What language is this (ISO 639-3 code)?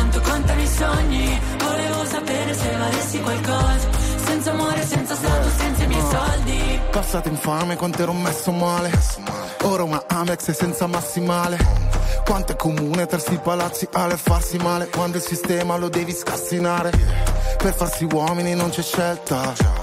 ita